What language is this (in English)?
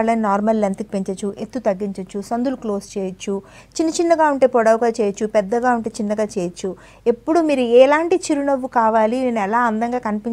Telugu